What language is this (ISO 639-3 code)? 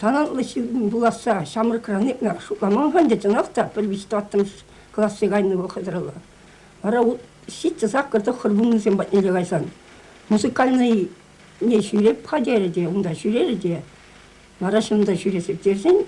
chv